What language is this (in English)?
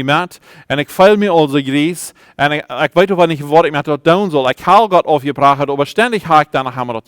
Plautdietsch